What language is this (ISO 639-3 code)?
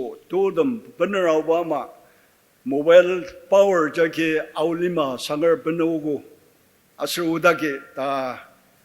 njo